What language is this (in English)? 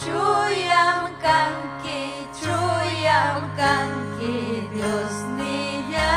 Ayacucho Quechua